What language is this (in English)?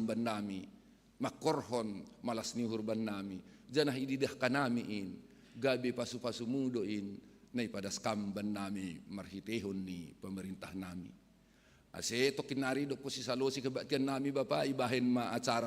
Batak Simalungun